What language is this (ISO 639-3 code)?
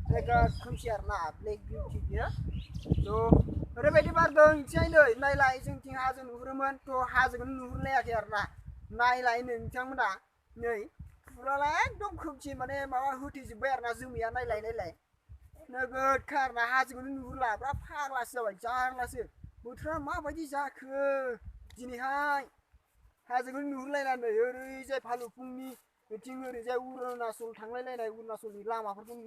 brx